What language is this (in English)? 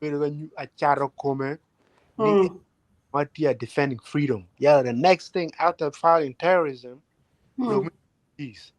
Acoli